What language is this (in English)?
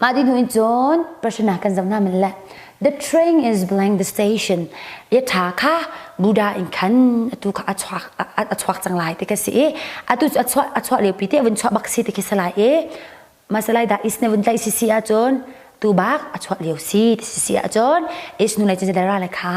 Hakha Chin